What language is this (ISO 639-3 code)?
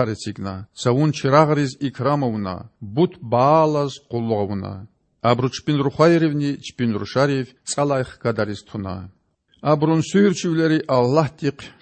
lez